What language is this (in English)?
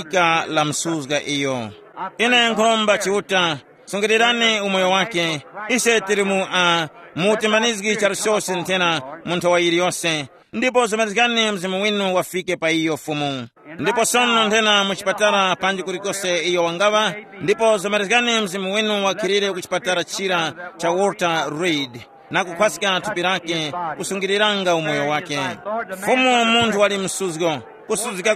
Tumbuka